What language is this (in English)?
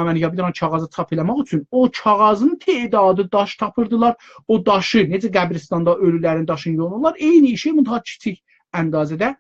South Azerbaijani